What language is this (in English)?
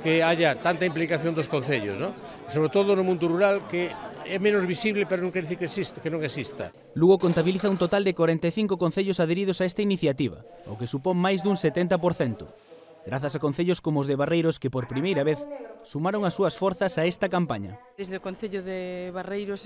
Galician